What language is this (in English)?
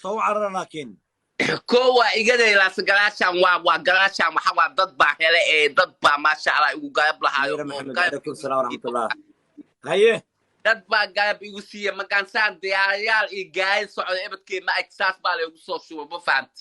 Somali